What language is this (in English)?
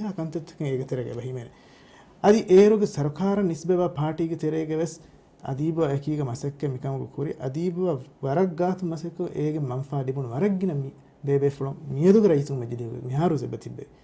Divehi